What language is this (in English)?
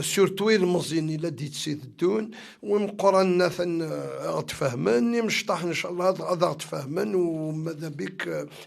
Kabyle